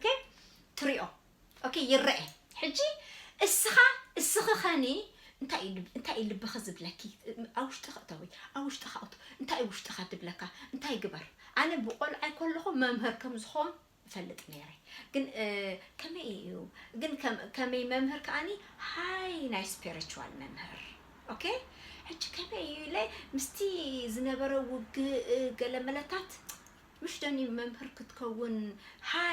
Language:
Tigrinya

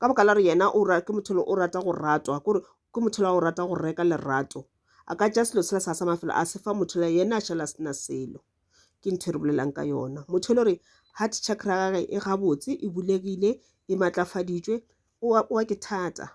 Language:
Northern Sotho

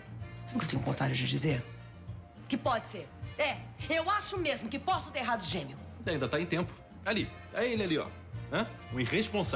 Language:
Portuguese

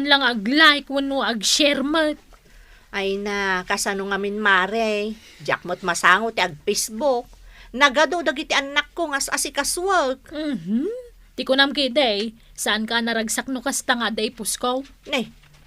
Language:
Iloko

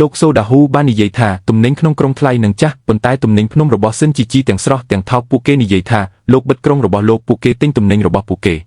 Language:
Khmer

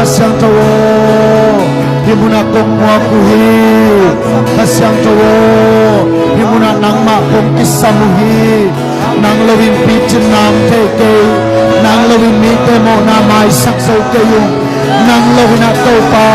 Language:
Tedim Chin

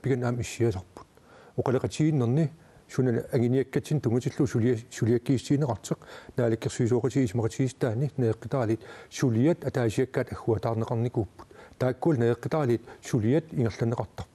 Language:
Kalaallisut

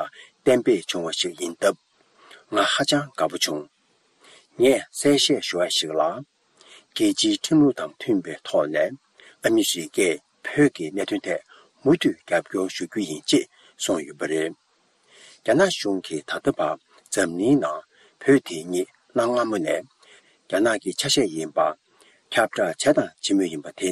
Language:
Tibetan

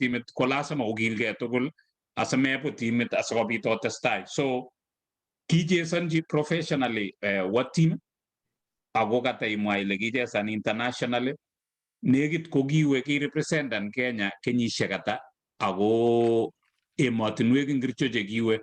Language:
Kalenjin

